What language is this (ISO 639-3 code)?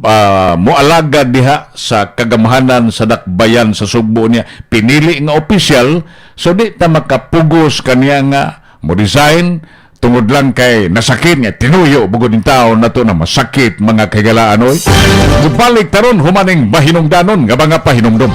ceb